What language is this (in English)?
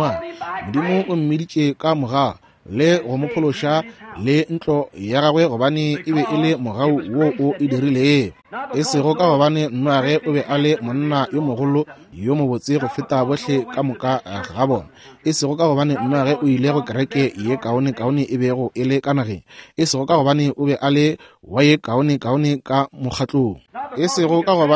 Northern Sotho